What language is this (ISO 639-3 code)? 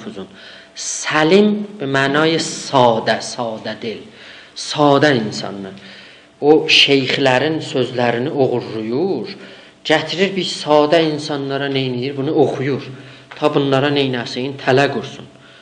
azb